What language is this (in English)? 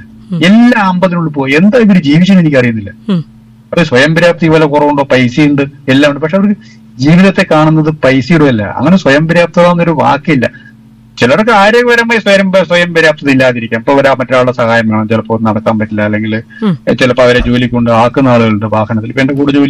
Malayalam